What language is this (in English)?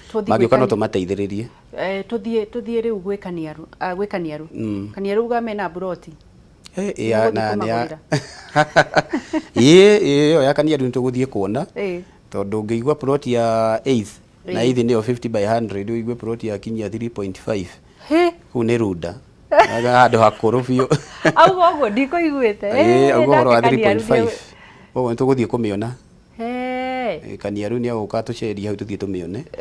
Kikuyu